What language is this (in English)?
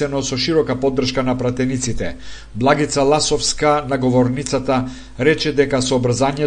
Macedonian